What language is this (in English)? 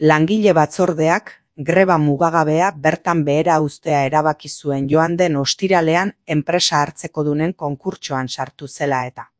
Basque